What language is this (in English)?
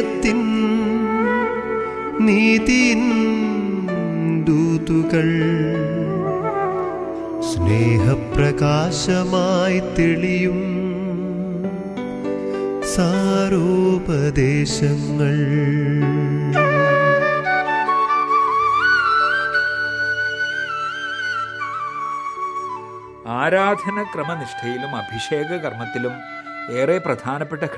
Malayalam